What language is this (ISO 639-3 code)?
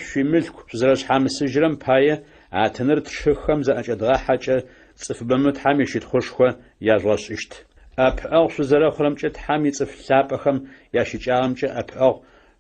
ady